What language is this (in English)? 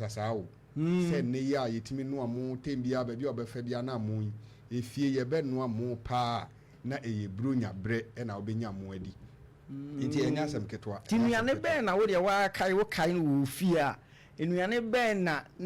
Akan